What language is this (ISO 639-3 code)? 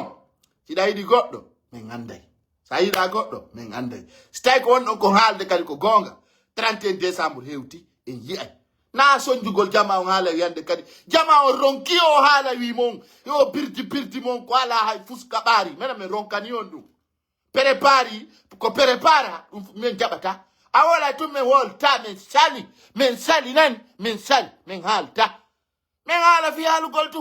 fuf